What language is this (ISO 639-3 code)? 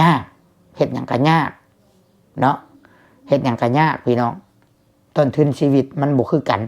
lao